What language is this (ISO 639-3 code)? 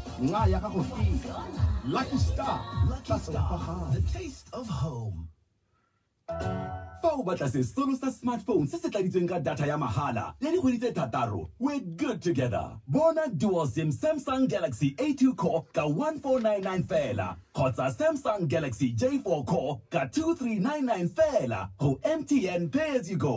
tsn